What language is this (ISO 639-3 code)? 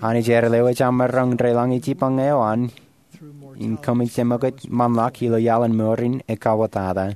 mah